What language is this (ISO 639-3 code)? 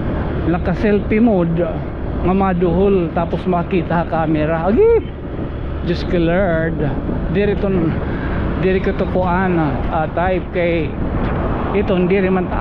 war